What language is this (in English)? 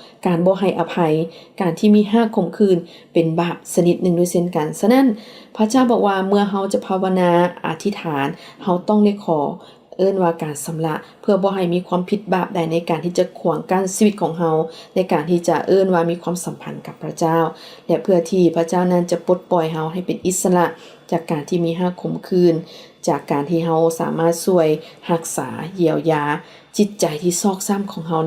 Lao